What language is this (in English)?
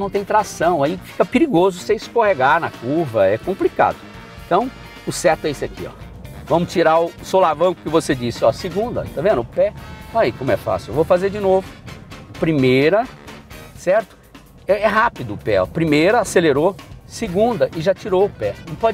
Portuguese